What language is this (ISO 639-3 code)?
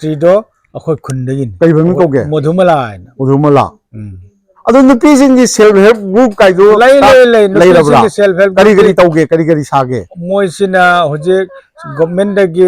mni